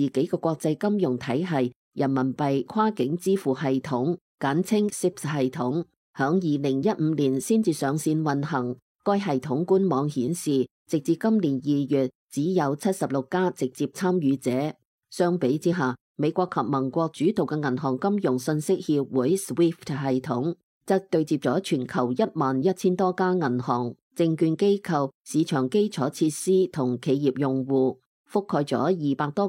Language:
Cantonese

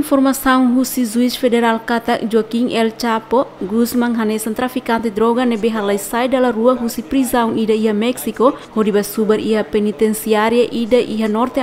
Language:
Tetum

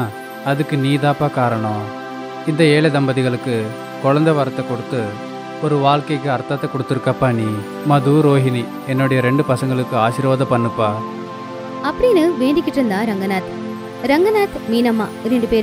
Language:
Tamil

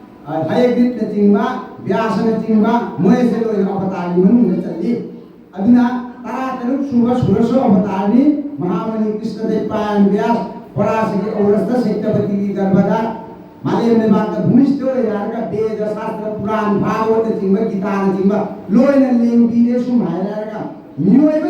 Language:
Manipuri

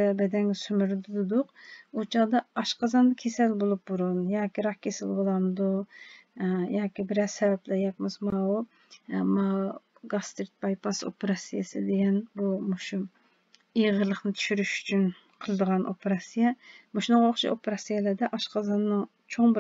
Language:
Uyghur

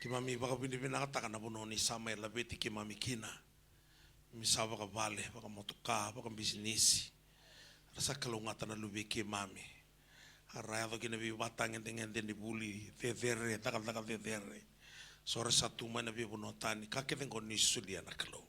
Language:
Fijian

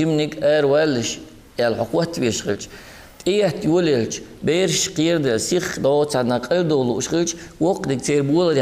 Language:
Chechen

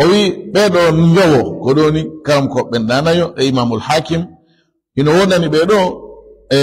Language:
Fula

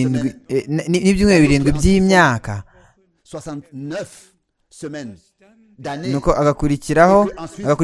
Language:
Kinyarwanda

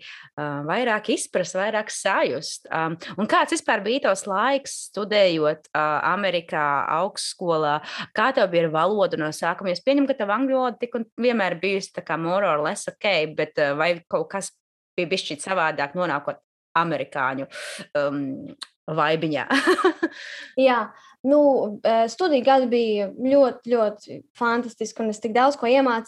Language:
Latvian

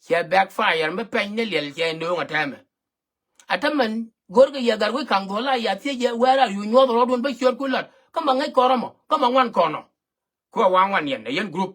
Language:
Nuer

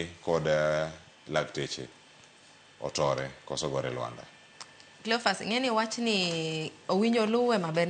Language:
Luo (Kenya and Tanzania)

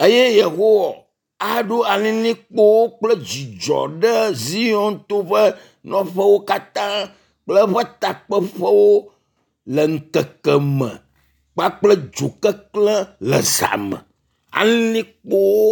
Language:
Ewe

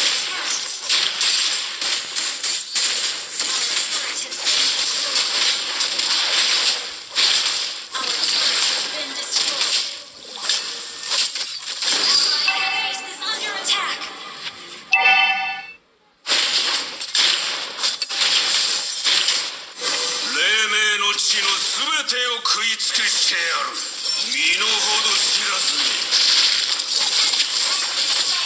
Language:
Japanese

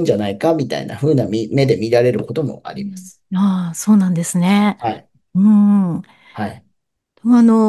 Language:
Japanese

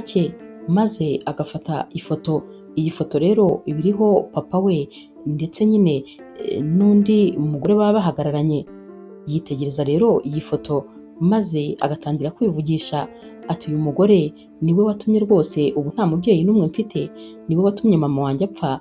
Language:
Kinyarwanda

